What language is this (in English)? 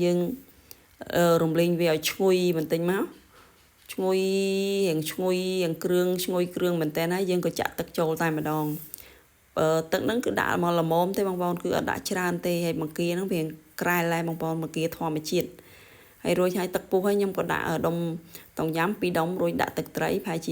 Khmer